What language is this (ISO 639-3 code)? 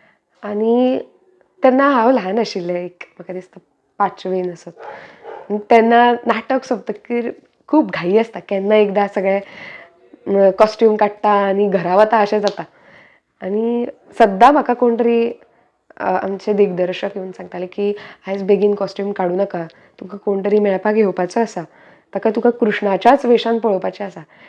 kok